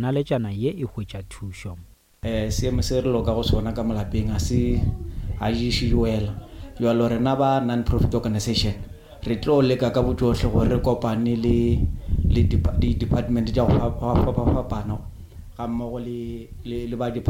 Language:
Northern Sotho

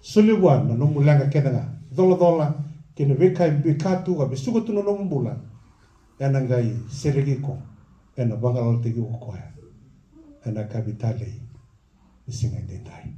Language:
Fijian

